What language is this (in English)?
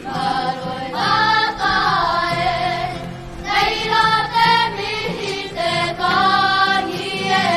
Māori